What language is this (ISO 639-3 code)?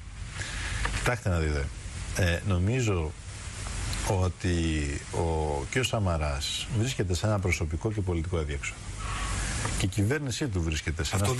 ell